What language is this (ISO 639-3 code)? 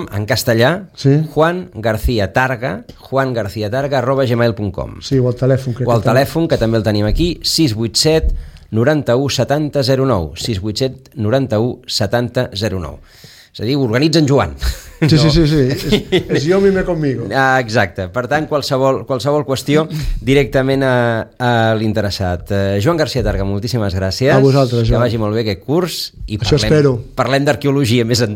cat